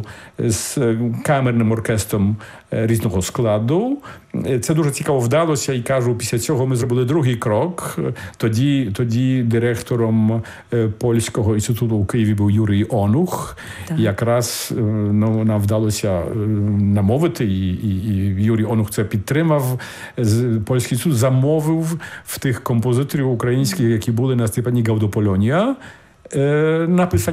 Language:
Ukrainian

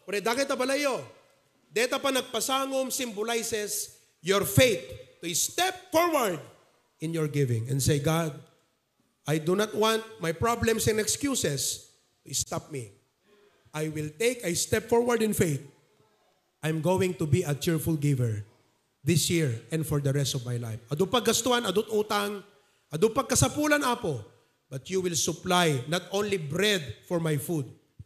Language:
Iloko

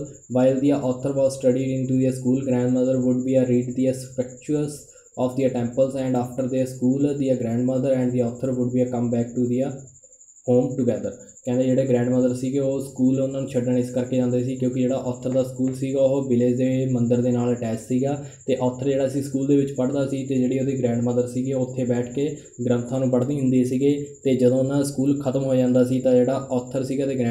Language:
Punjabi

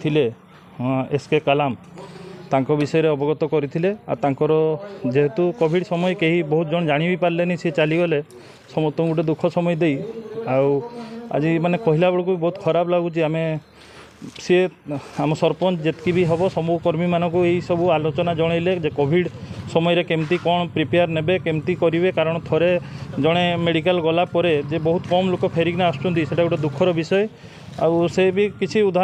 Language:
Odia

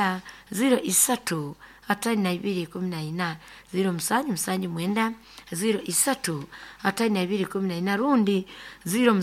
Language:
Nyoro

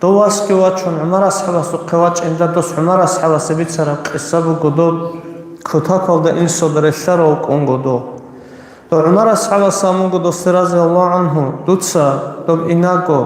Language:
Avaric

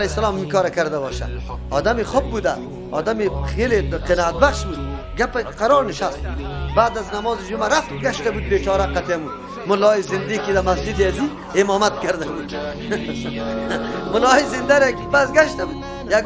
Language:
Persian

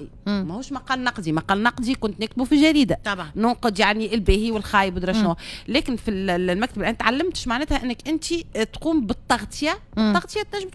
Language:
Tunisian Arabic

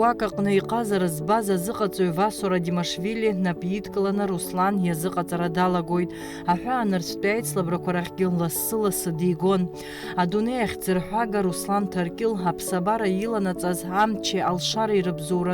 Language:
Abkhazian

